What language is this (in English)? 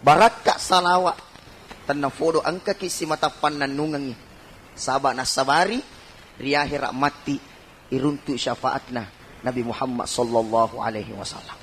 Buginese